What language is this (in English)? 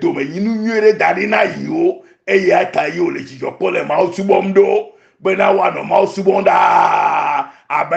Ewe